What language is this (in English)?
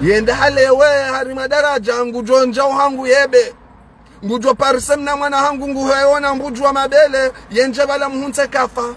Ngazidja Comorian